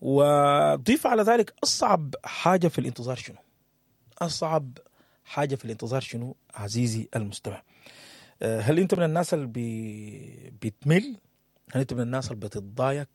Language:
Sudanese Arabic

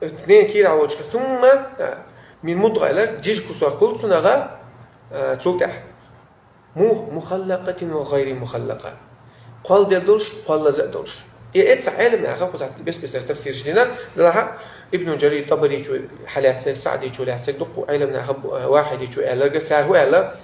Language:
Chechen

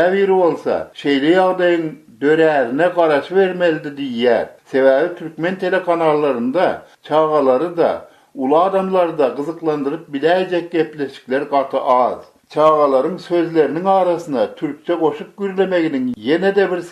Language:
Turkmen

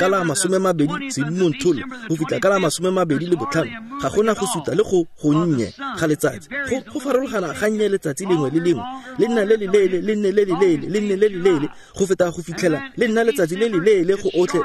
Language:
Tswana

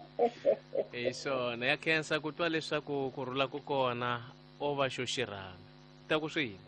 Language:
Tsonga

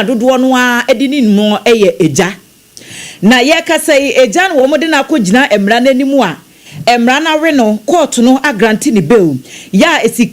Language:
Akan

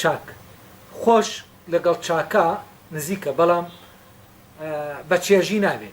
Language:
Central Kurdish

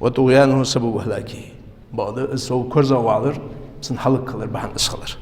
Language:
Ingush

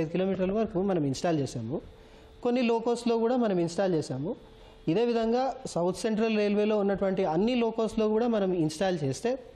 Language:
Telugu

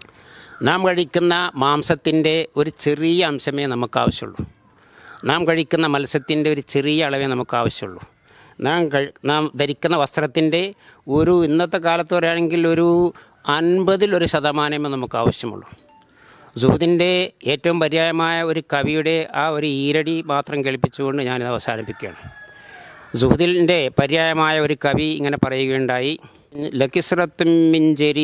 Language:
Malayalam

